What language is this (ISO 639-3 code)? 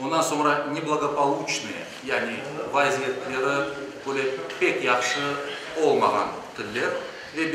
crh